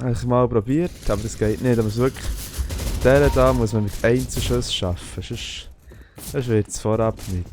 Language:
Swiss German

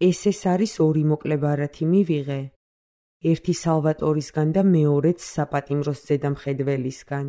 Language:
Georgian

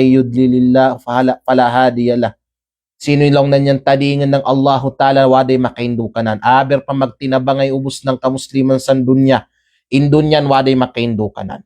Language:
Kalagan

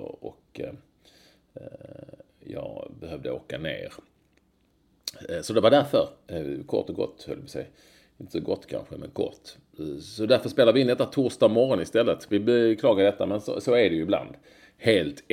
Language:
Swedish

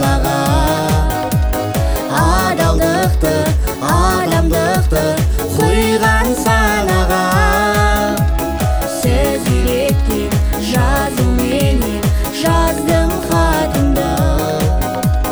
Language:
Kazakh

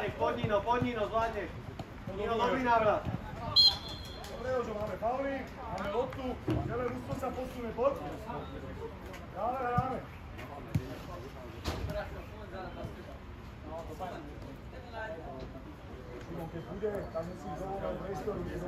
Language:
Slovak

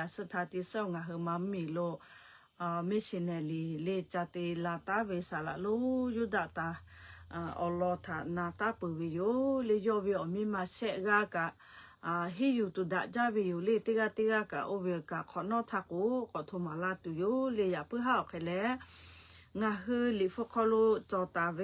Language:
Lahu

